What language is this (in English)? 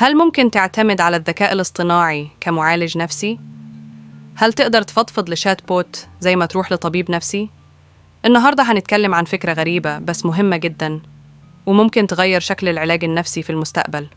Egyptian Arabic